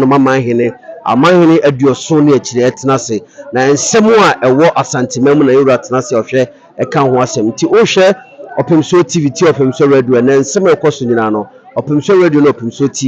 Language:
Akan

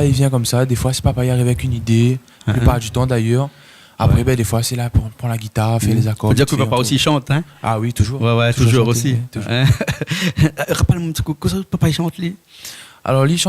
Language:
Réunion Creole French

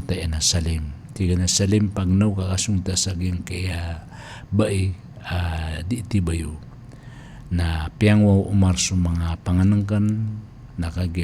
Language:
Maranao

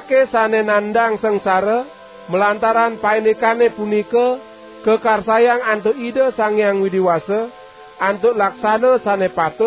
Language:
Balinese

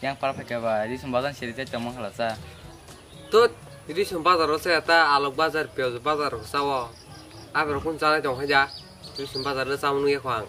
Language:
Kok Borok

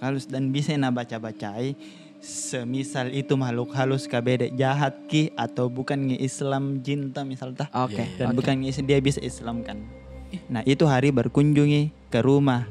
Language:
Makassar Malay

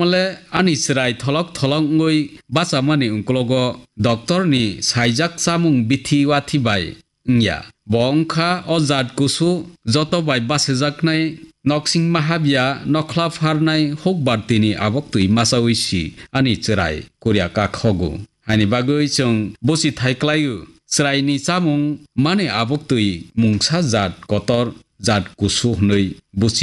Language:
Kok Borok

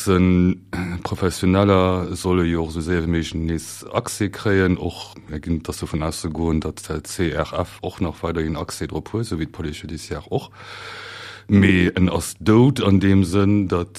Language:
Luxembourgish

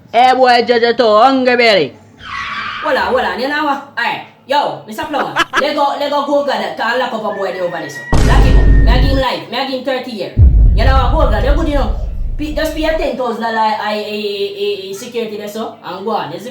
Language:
Jamaican Creole English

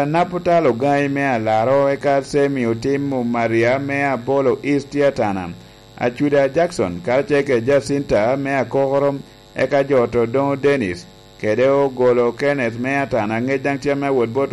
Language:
Lango (Uganda)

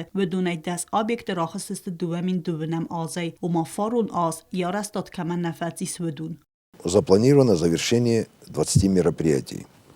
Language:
Ossetic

